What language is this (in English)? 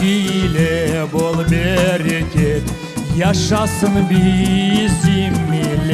Crimean Tatar